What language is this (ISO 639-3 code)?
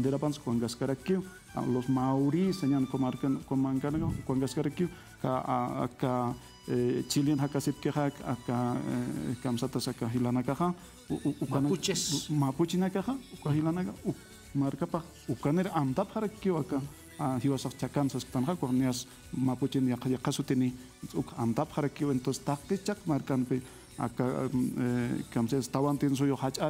aym